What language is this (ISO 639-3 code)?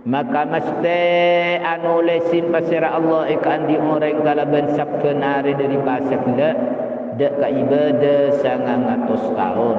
mad